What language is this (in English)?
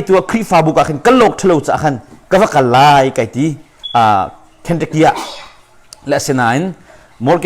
Hakha Chin